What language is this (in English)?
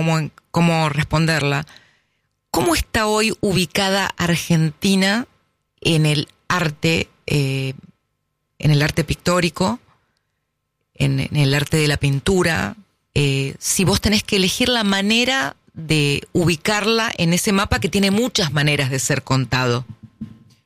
Spanish